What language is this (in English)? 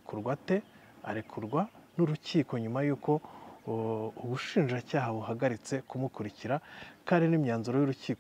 Kinyarwanda